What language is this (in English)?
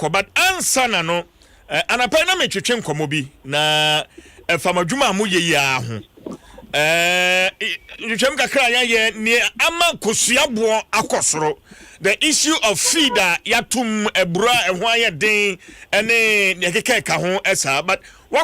Akan